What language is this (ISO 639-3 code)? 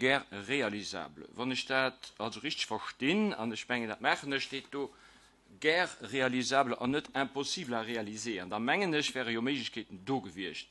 ltz